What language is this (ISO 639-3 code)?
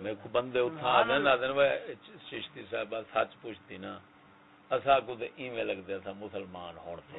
skr